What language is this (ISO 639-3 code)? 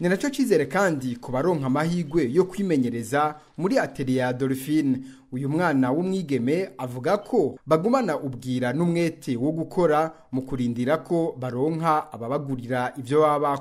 run